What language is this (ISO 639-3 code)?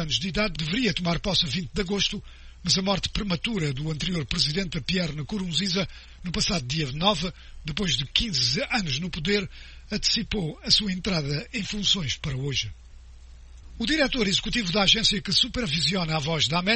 por